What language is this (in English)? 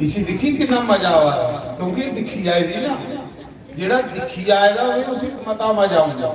Dogri